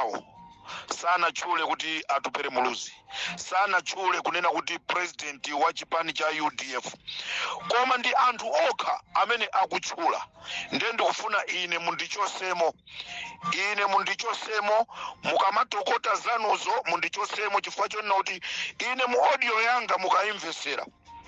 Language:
Nyanja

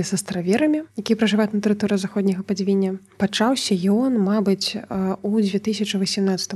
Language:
Belarusian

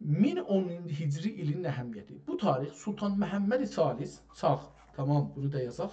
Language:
South Azerbaijani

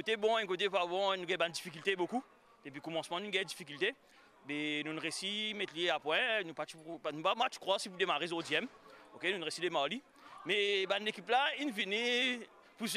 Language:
Morisyen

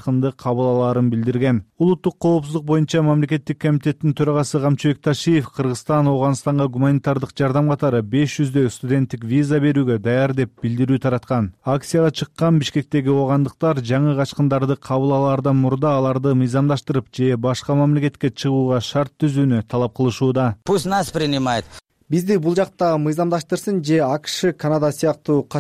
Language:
Kyrgyz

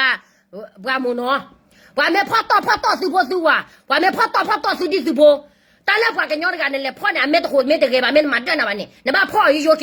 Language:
S'gaw Karen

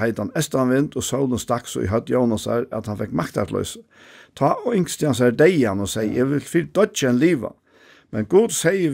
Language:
Faroese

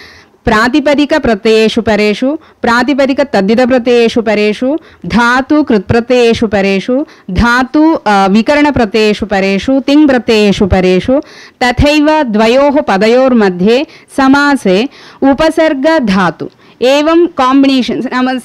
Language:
Sanskrit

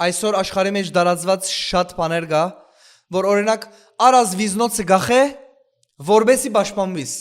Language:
Western Armenian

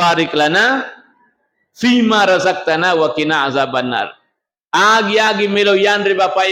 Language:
Buginese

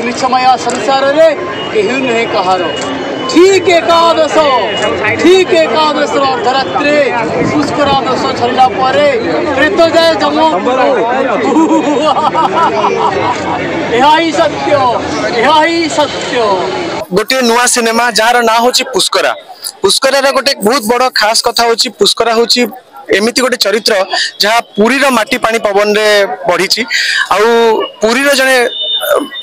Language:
Odia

